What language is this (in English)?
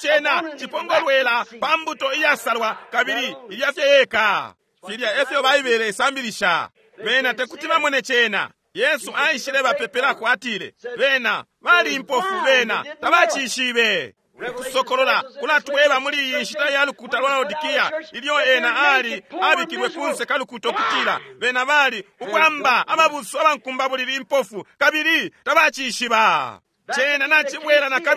Bemba